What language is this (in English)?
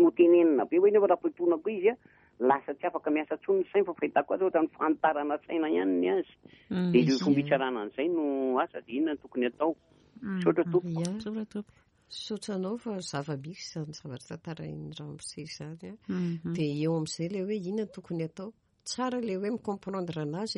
Malagasy